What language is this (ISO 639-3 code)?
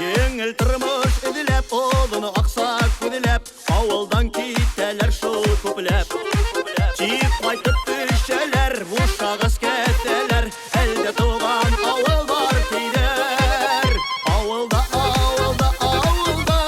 bak